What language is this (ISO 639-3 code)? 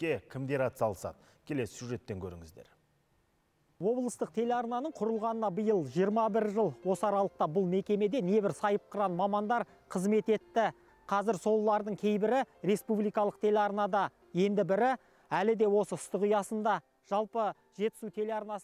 kaz